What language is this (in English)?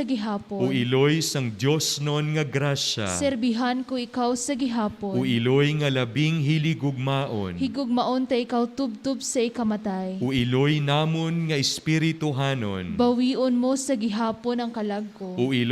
Hiligaynon